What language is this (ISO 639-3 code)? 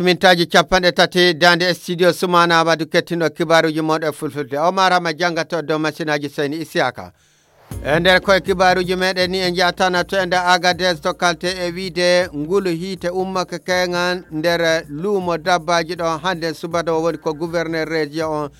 fuv